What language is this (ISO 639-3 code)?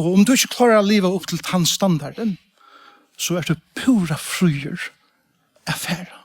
fao